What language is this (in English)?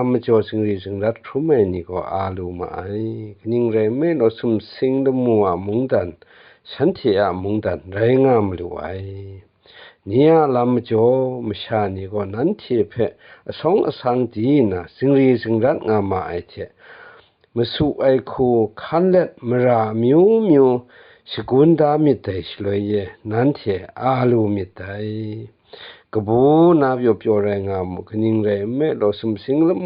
Kachin